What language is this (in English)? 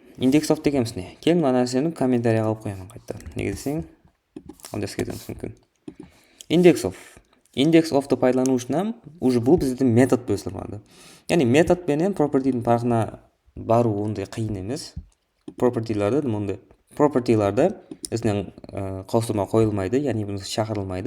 Kara-Kalpak